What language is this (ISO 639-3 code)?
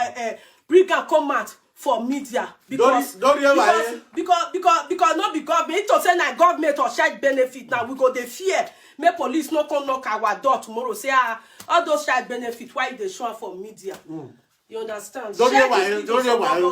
pcm